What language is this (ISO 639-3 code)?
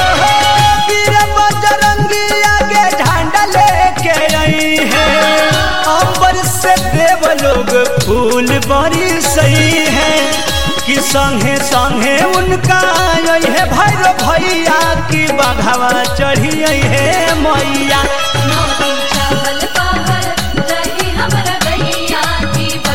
bho